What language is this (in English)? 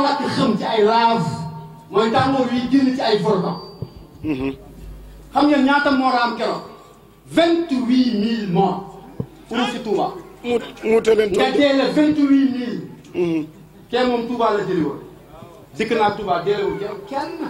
Wolof